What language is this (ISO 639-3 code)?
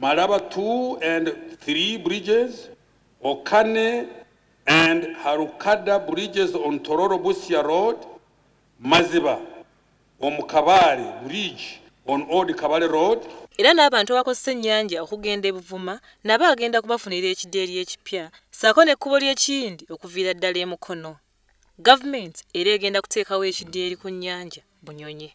lug